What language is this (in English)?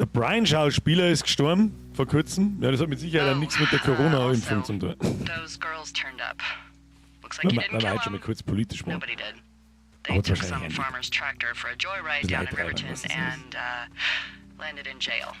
Bavarian